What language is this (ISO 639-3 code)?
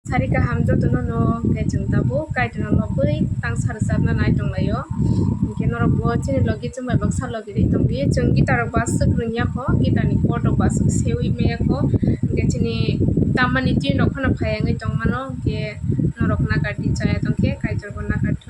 trp